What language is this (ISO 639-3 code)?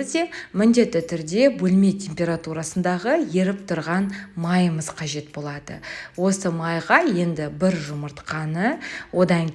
kaz